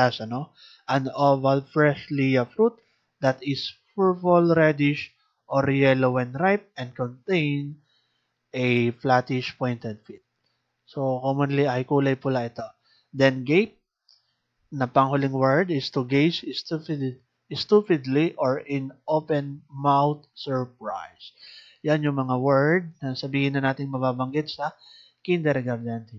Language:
Filipino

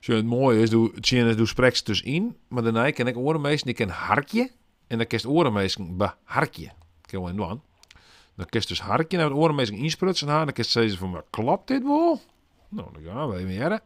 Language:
Western Frisian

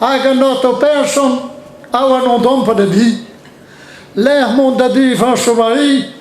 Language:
Breton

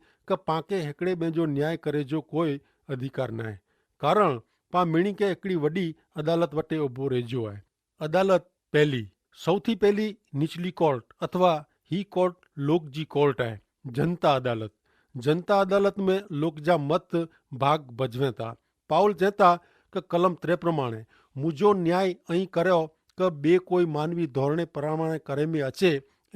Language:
Kachhi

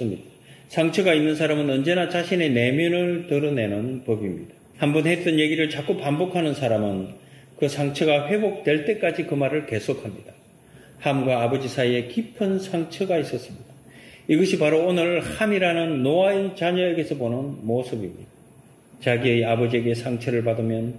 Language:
Korean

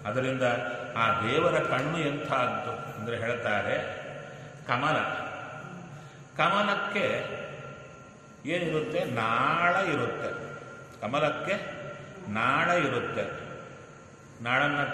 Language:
Kannada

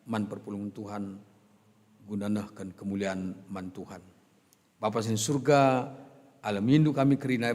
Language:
Batak Karo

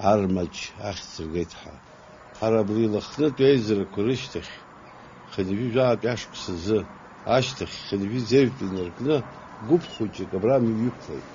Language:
Abkhazian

